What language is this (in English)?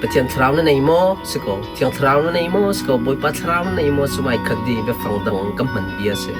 Hakha Chin